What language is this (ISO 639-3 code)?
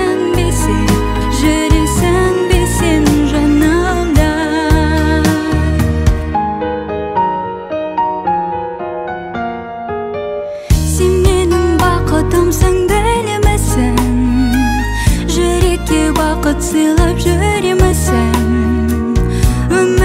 kaz